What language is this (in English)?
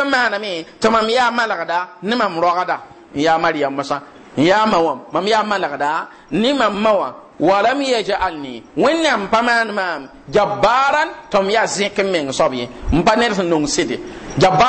Mossi